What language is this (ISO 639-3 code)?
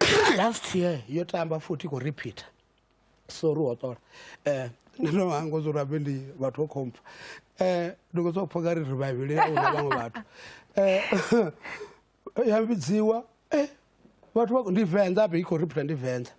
ven